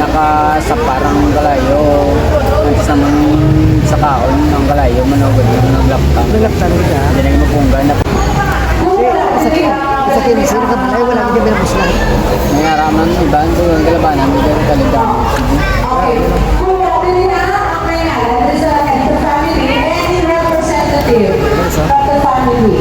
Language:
Hiligaynon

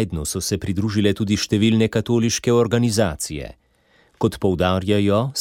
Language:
Slovenian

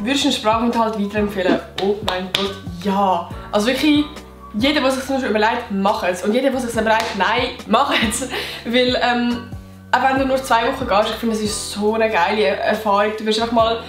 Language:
Swiss German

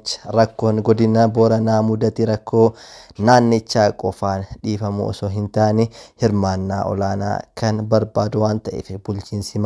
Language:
Oromo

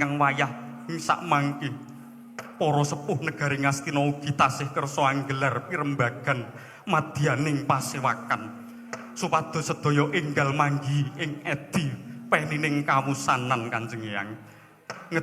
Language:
Javanese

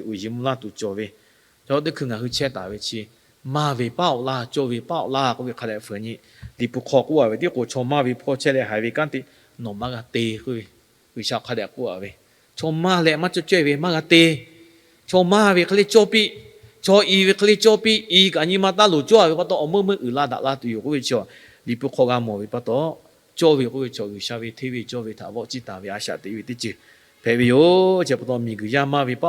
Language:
Lahu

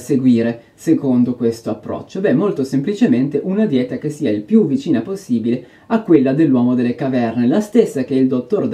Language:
Italian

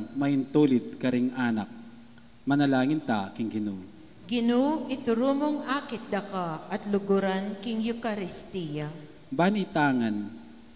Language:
Pampanga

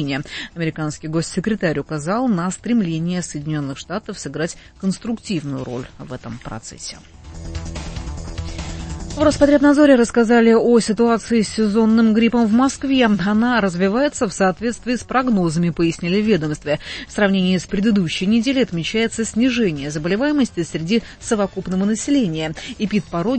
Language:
Russian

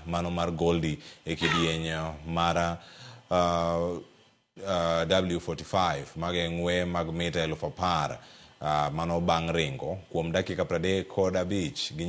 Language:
Luo (Kenya and Tanzania)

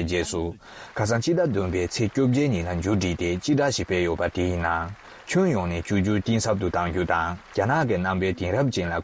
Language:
Tibetan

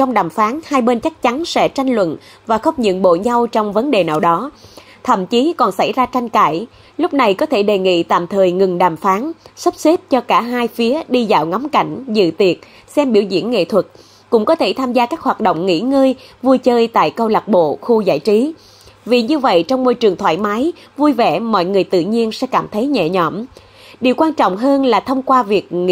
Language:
Vietnamese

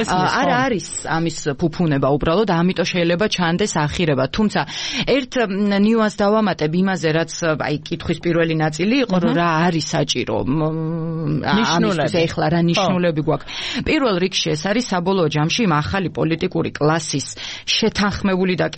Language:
Georgian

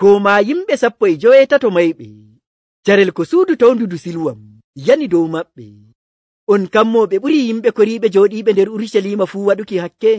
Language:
Nigerian Fulfulde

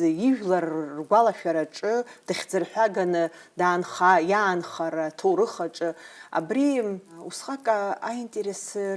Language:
Abkhazian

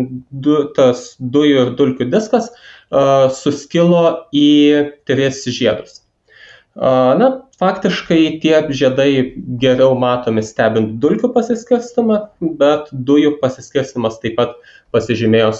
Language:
Lithuanian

